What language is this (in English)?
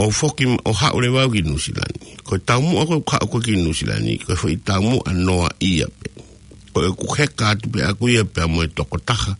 Tongan